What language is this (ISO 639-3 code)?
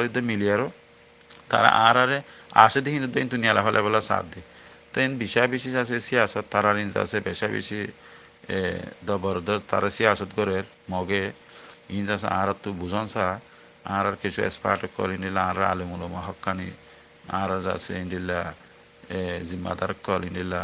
rhg